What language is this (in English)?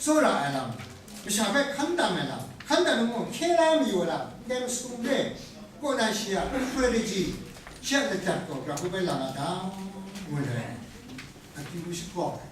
Kachin